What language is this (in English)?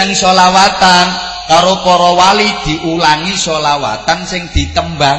Javanese